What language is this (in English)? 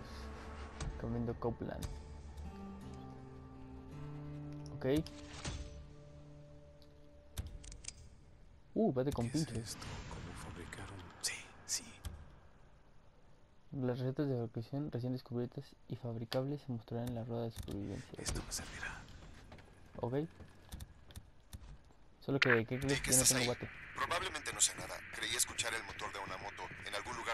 Spanish